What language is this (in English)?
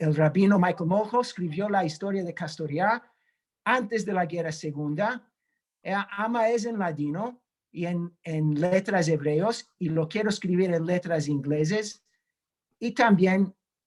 Ladino